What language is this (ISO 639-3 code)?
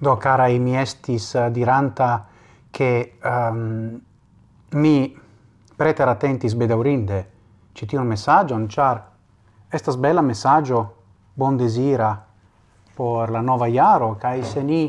epo